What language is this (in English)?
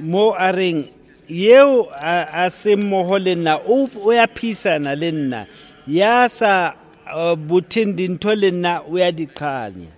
Southern Sotho